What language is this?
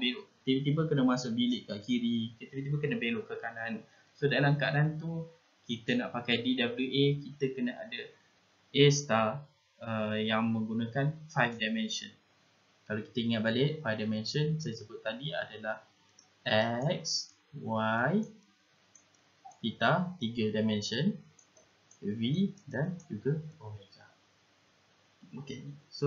Malay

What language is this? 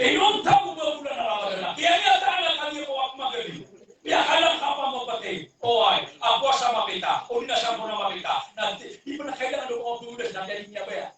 Maranao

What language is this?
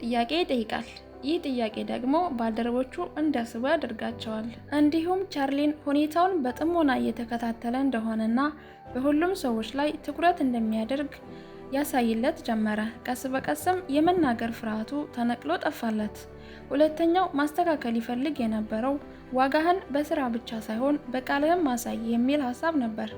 Amharic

